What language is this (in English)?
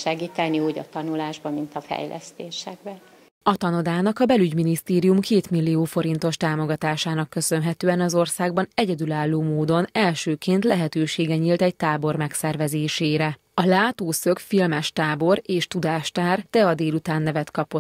Hungarian